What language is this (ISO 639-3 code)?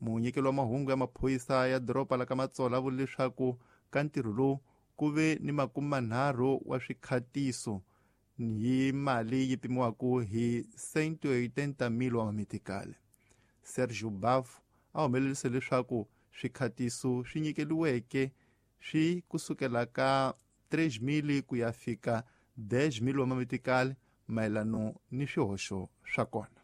tso